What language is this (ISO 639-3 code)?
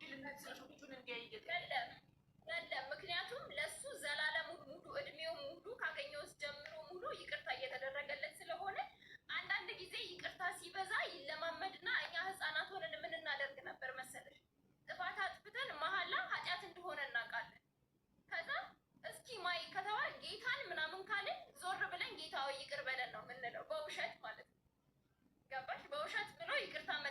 amh